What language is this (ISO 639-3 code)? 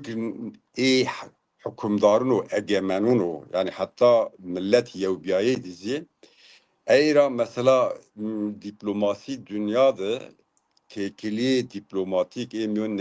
zza